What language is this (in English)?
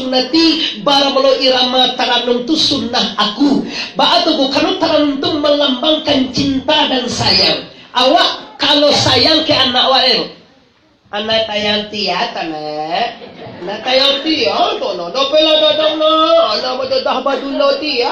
Minangkabau